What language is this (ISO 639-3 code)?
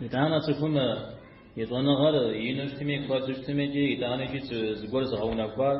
kbd